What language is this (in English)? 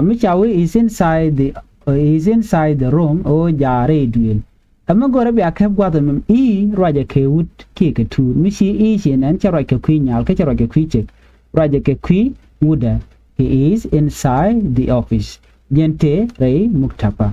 Nuer